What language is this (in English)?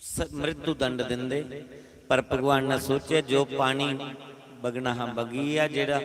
Dogri